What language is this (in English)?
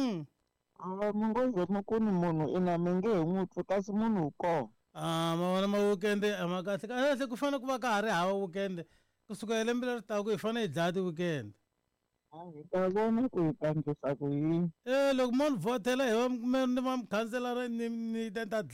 Tsonga